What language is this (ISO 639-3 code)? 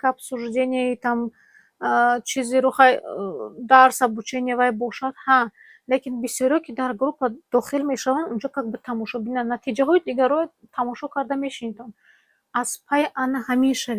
tgk